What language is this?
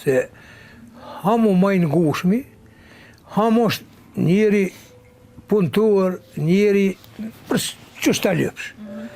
Albanian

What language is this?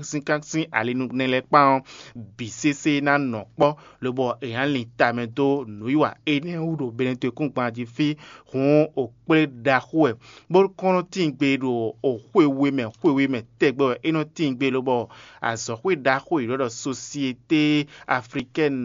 Fon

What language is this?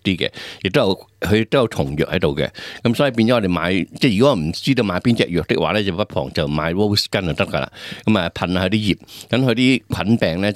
Cantonese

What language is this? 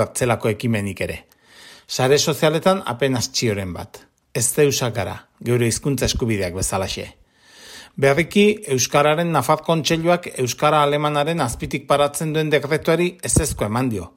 Basque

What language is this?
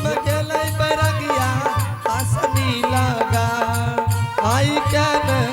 Angika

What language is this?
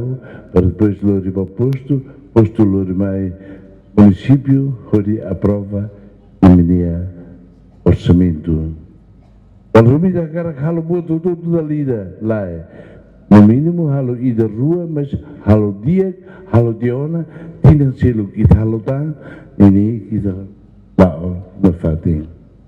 Tetum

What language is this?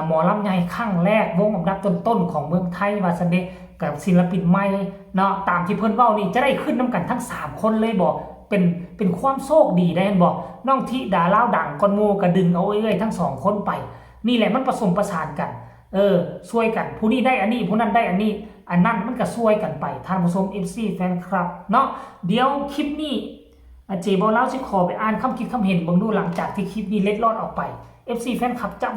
Northeastern Thai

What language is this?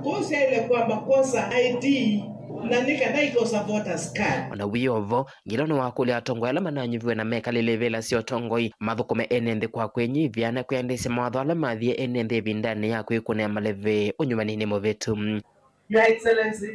Kamba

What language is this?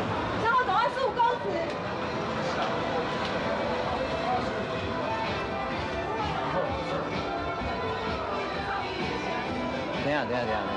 Chinese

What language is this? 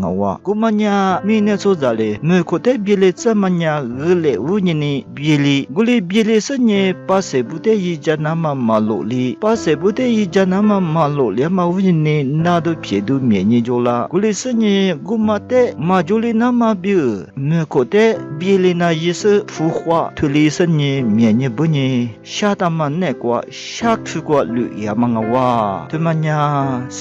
Lisu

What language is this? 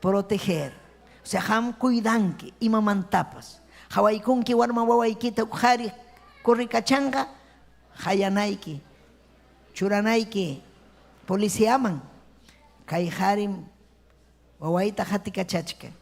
Ayacucho Quechua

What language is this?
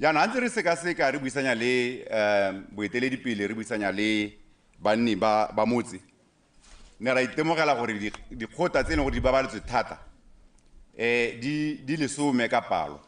Tswana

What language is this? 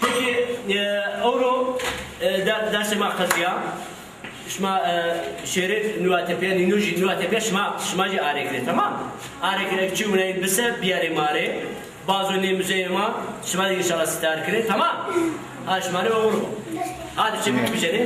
Zaza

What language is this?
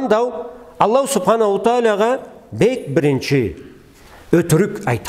Karachay-Balkar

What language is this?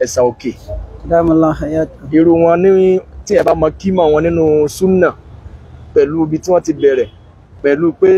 Yoruba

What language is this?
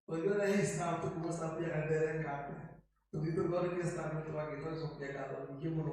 Kikuyu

